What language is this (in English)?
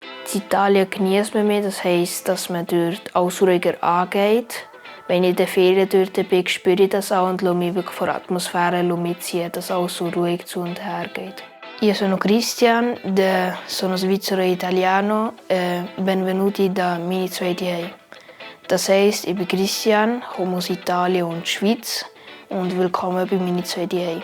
Swiss German